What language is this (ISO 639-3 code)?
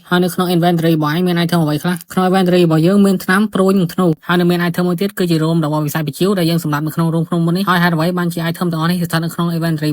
khm